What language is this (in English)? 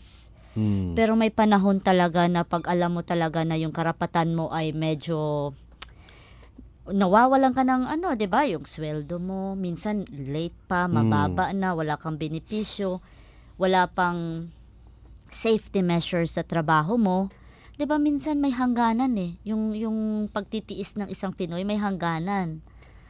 Filipino